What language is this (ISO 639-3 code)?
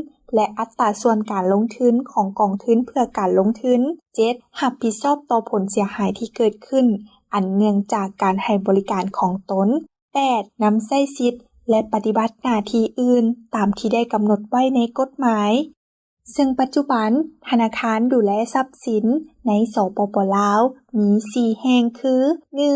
lao